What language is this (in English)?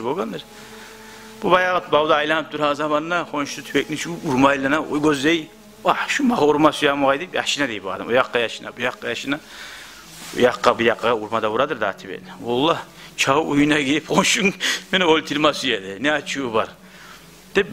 Kumyk